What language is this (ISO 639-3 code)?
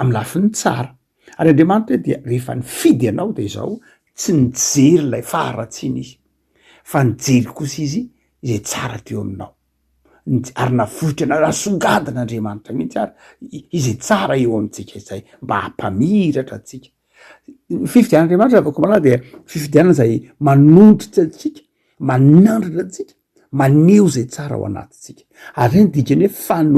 mlg